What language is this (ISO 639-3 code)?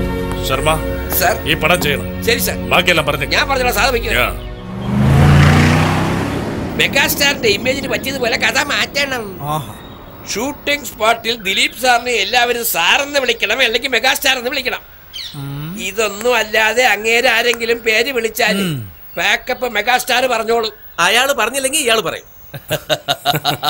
mal